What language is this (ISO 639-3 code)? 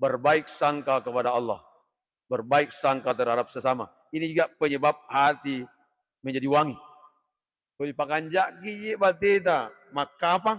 bug